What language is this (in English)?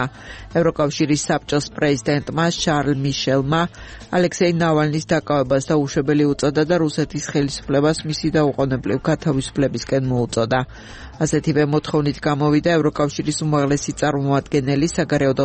Georgian